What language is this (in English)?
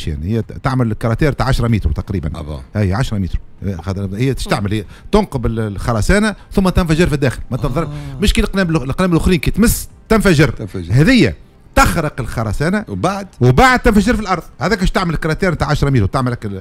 Tunisian Arabic